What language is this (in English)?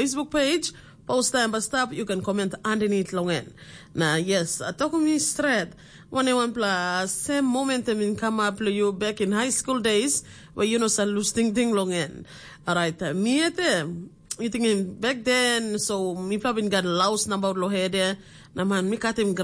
Tok Pisin